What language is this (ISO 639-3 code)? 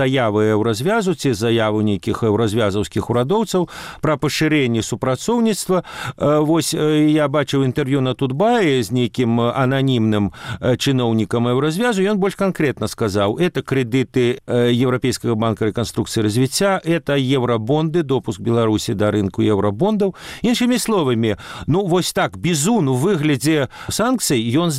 bel